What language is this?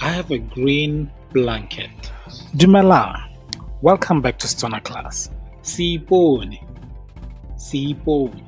Tswana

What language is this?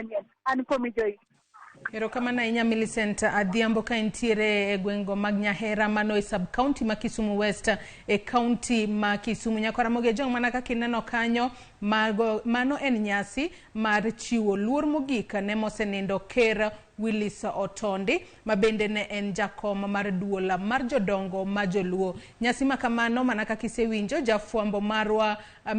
Luo (Kenya and Tanzania)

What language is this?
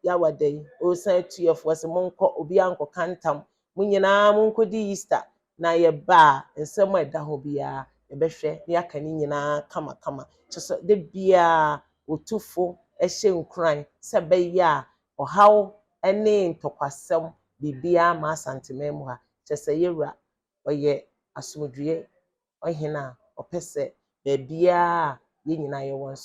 Akan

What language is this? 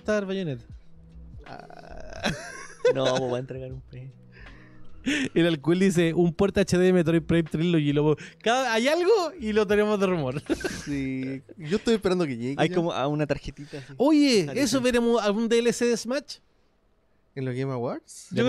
Spanish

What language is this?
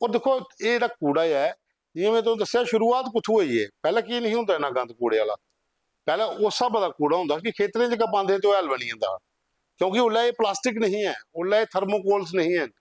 Dogri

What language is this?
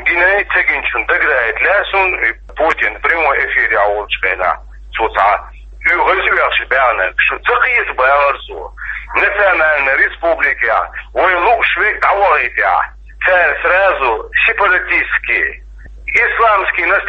Chechen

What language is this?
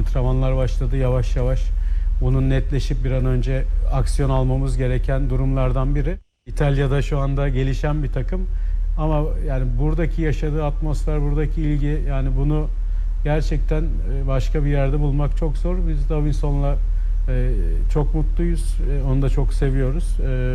Turkish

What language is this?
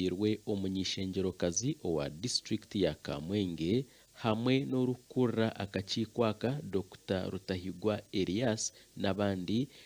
Nyankole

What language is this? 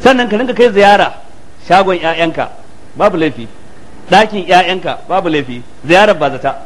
Hausa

